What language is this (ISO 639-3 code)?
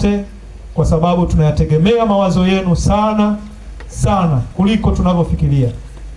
swa